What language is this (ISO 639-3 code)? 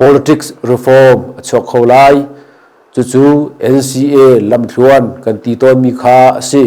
cnh